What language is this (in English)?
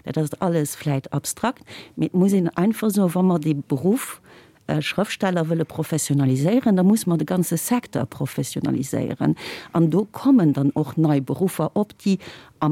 Luxembourgish